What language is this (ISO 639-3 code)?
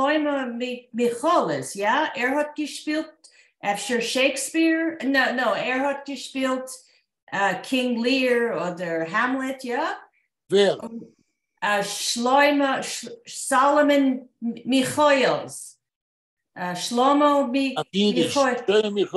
yid